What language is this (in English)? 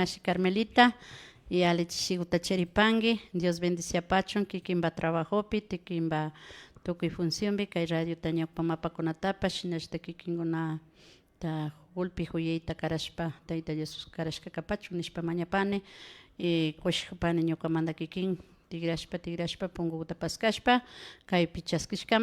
Imbabura Highland Quichua